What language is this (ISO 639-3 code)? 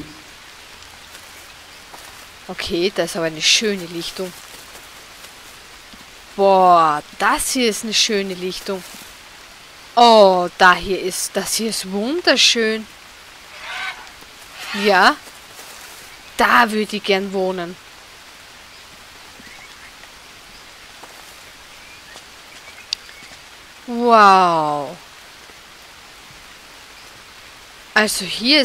deu